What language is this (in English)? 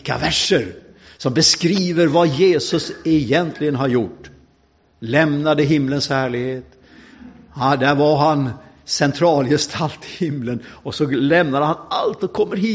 Swedish